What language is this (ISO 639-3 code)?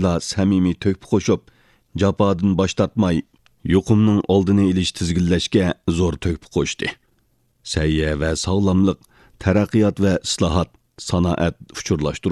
uig